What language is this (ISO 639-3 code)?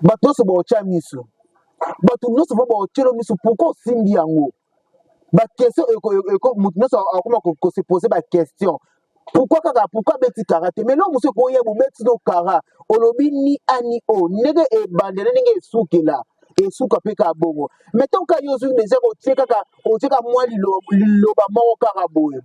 lin